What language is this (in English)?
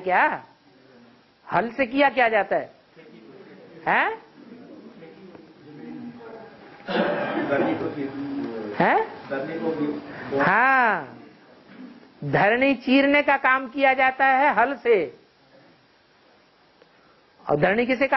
Hindi